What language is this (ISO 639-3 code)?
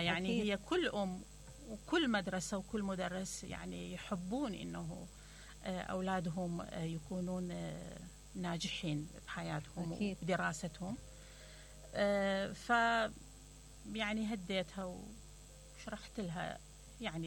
acm